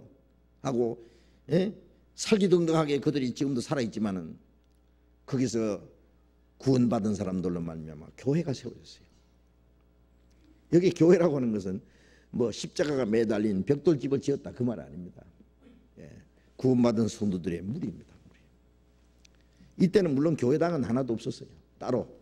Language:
Korean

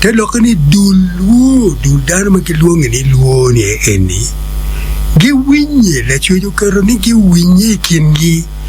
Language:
Acoli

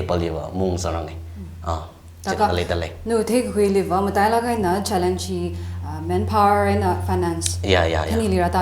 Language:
Tangkhul Naga (India)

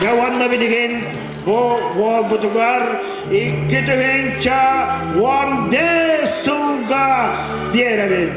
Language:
Yakut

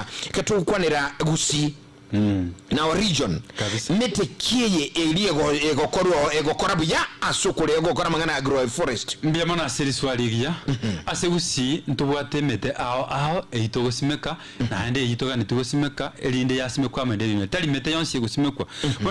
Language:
Gusii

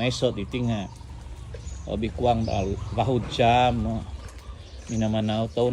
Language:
Central Dusun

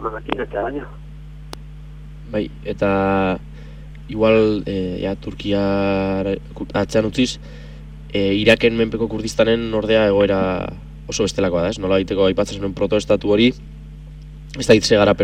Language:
Basque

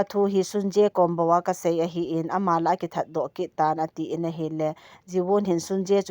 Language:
Thado Chin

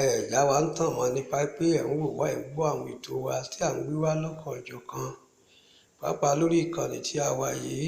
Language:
Yoruba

